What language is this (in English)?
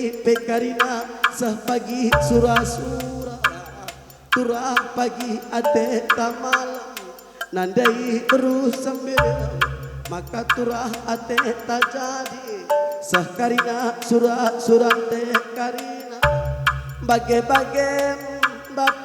Batak Karo